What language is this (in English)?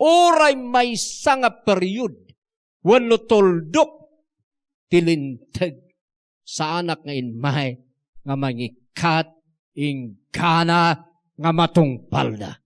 Iloko